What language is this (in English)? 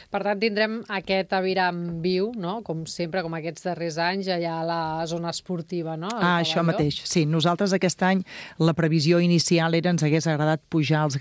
Catalan